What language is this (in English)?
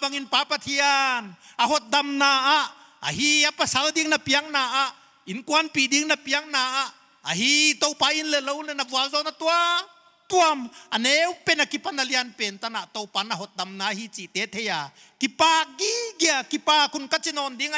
Paite Chin